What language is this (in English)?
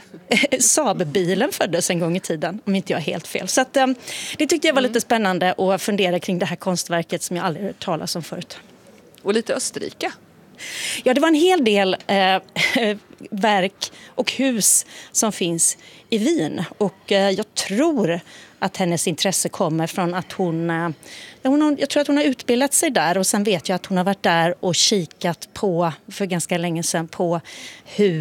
Swedish